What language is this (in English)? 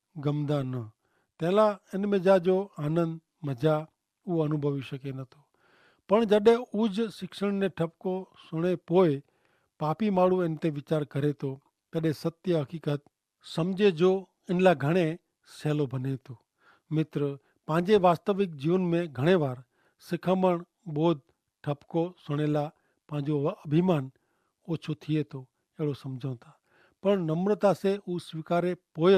Kachhi